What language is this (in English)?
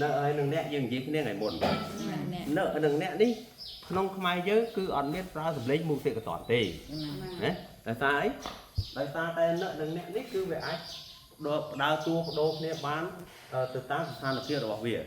Khmer